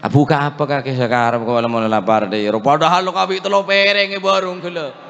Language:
Madurese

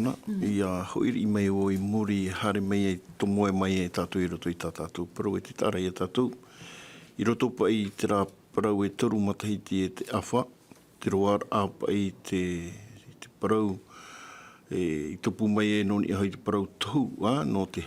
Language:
Tahitian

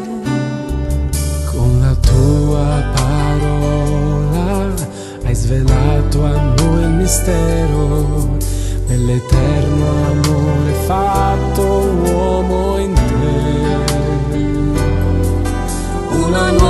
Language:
Italian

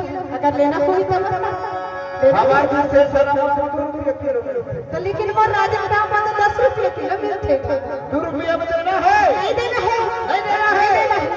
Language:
Chhattisgarhi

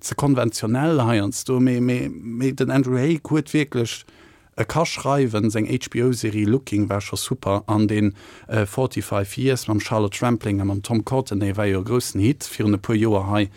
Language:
Luxembourgish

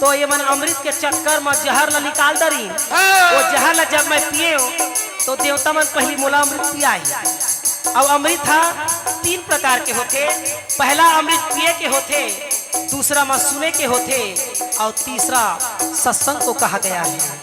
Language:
Chhattisgarhi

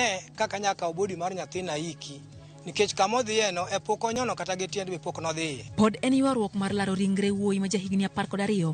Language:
Luo (Kenya and Tanzania)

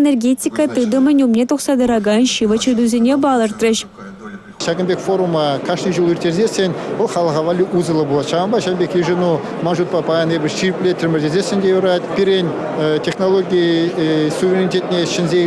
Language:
Chuvash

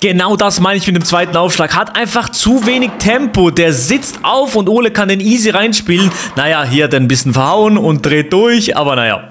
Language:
Swiss German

